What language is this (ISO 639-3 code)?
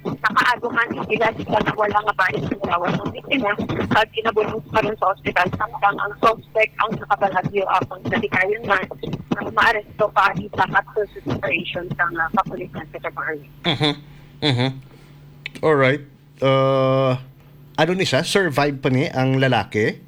hil